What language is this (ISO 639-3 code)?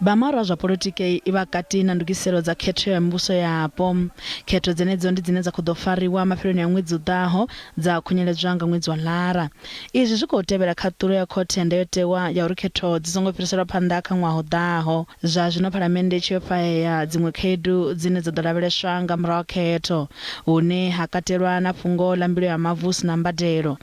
ven